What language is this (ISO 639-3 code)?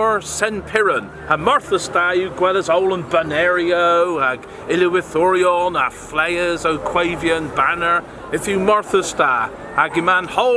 cor